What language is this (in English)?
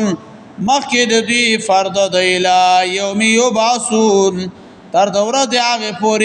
Pashto